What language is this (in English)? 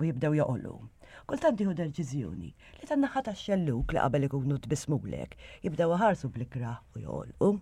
Maltese